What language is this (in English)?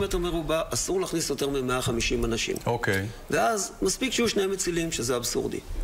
Hebrew